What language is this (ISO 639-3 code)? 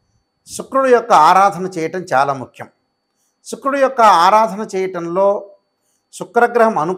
tel